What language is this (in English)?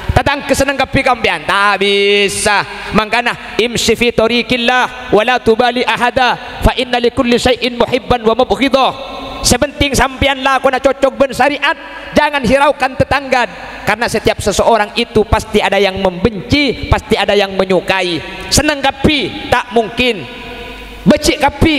Madurese